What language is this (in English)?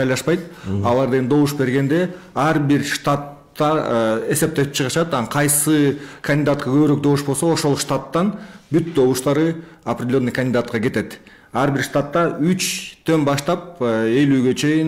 Kyrgyz